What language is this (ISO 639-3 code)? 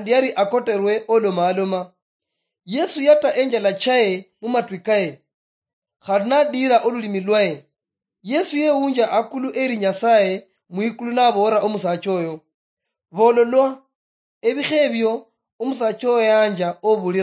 luy